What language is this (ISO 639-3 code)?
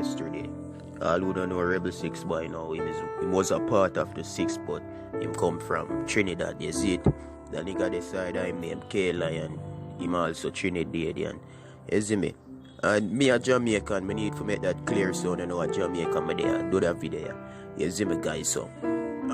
jam